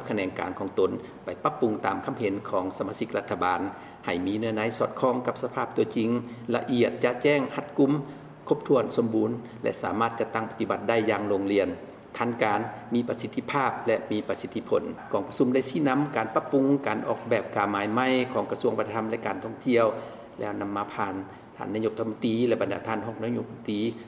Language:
Lao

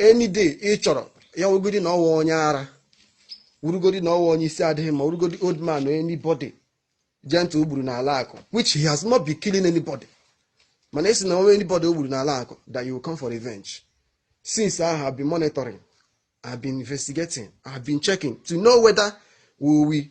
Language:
Igbo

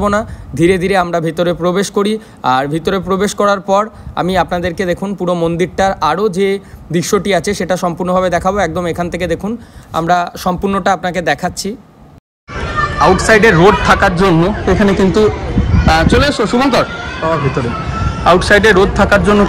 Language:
Bangla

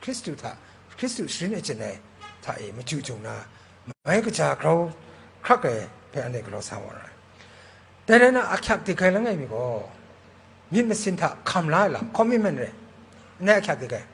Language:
Kachin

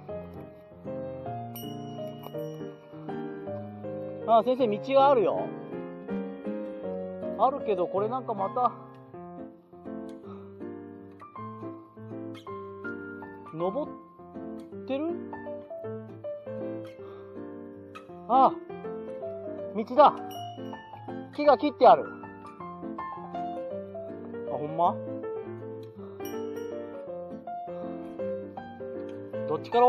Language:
Japanese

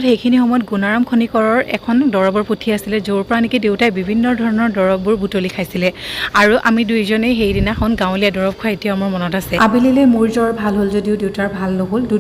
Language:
Assamese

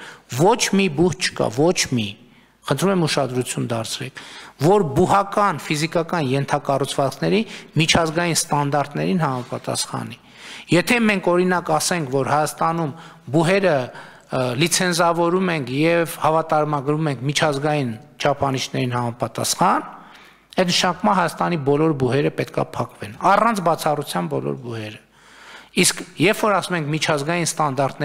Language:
Armenian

